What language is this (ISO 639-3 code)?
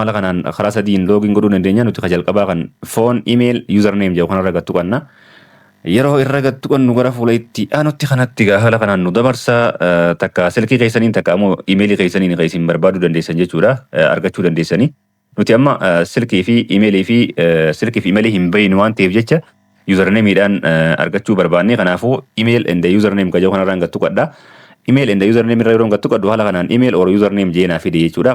orm